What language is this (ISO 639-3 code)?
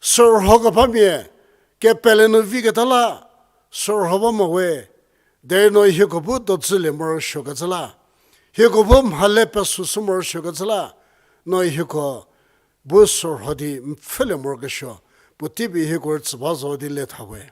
njm